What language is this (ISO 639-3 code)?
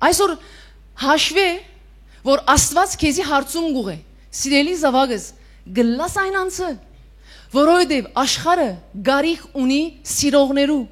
hyw